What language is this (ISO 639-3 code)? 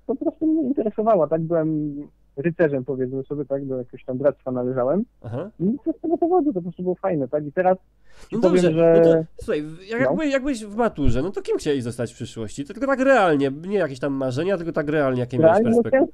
pol